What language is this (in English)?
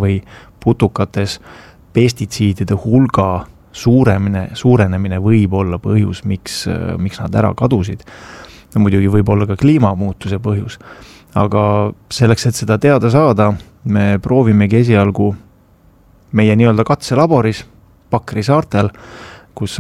Estonian